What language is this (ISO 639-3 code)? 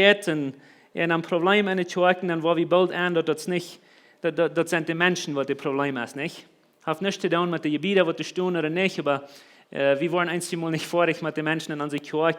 pdt